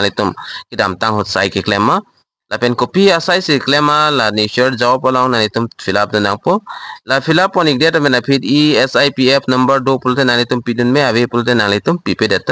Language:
Karbi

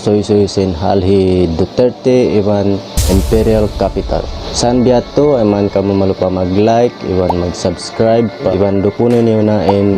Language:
Tausug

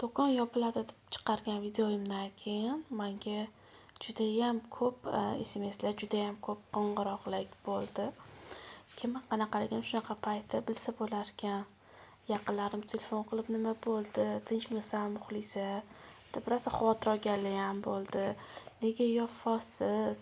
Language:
Uzbek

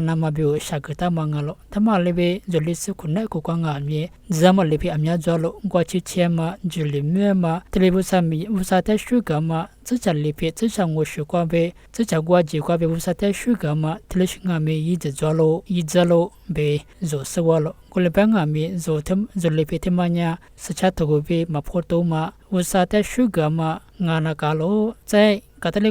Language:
Lisu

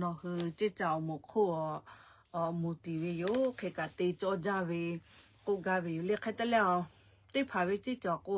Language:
Lahu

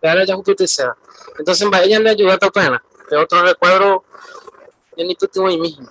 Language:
Guarani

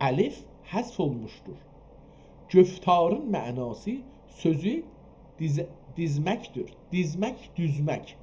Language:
South Azerbaijani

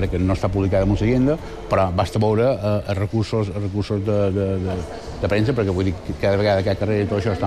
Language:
Catalan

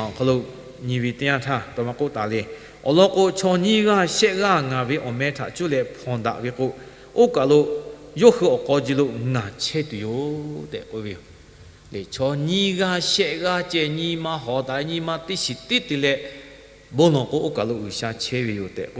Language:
Lahu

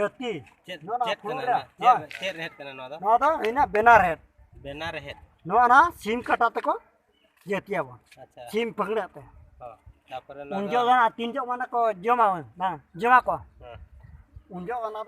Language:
Santali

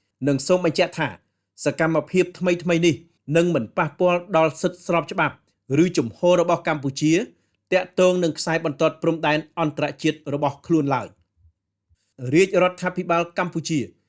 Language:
Khmer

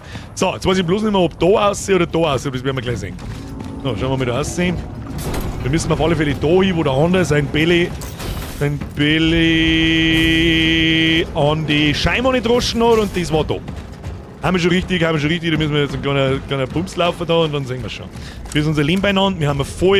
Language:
Bavarian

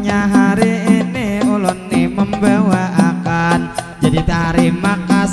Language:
Banjar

